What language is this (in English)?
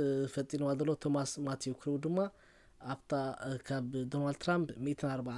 Tigrinya